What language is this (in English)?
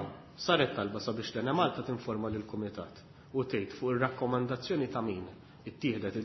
Maltese